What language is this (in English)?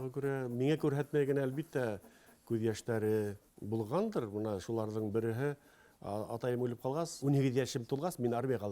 Bashkir